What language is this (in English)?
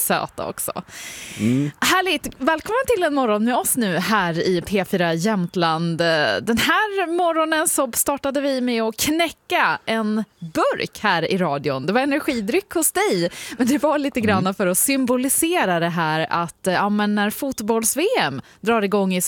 Swedish